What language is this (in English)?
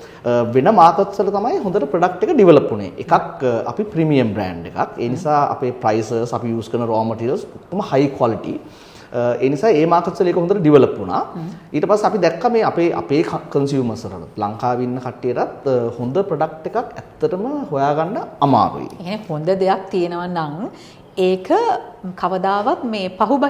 Sinhala